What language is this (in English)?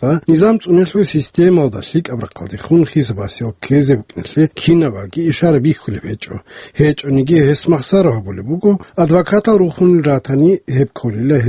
Avaric